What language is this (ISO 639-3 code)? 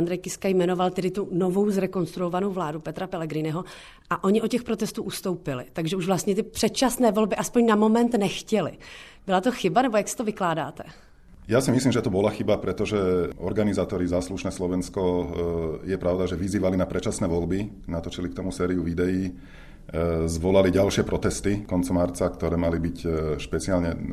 slk